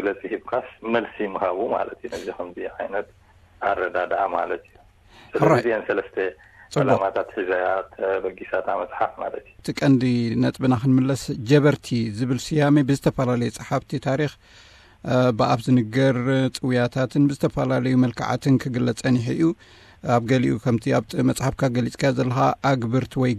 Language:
Tigrinya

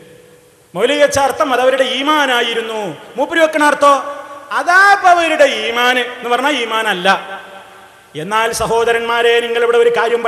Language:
Malayalam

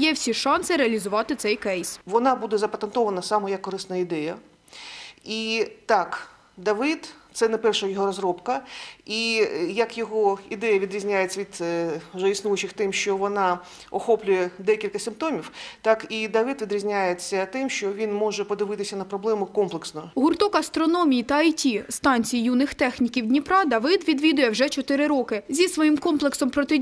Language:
Ukrainian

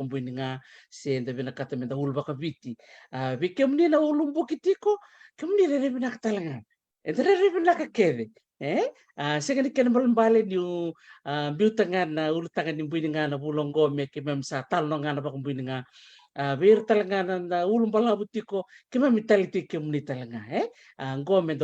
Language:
Fijian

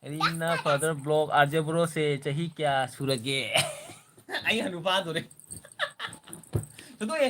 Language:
Manipuri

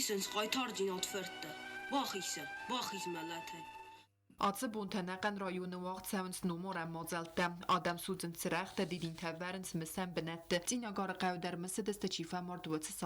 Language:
Ossetic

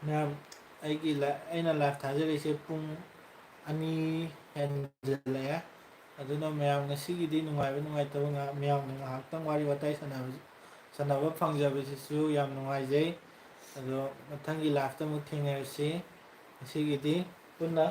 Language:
Manipuri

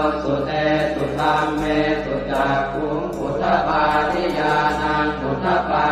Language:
Pali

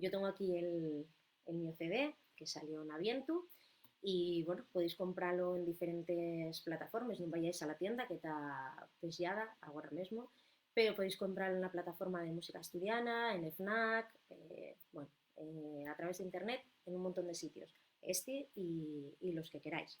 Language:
Asturian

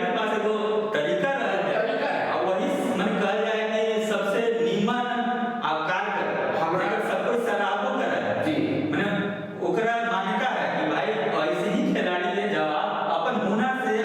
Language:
Magahi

